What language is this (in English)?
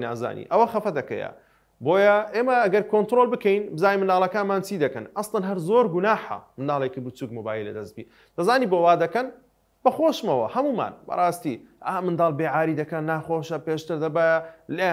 Central Kurdish